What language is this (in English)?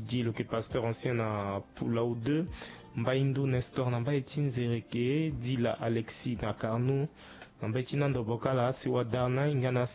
Sango